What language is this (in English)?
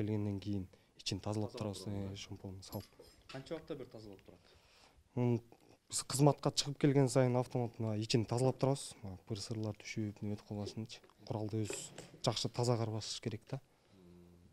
Kyrgyz